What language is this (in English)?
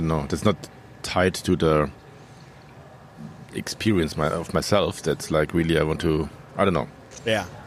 English